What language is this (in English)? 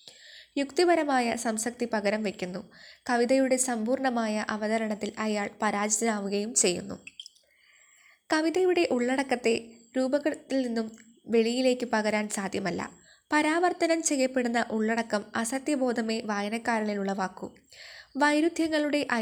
Malayalam